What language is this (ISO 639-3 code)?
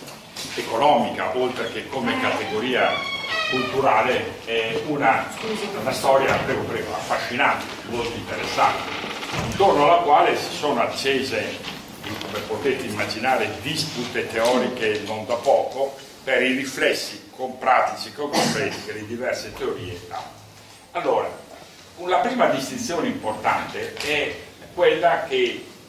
ita